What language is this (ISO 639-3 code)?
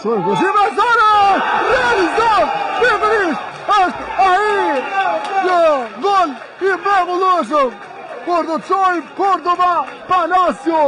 sqi